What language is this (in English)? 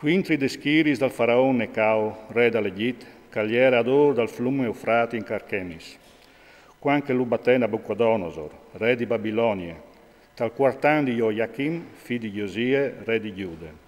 Friulian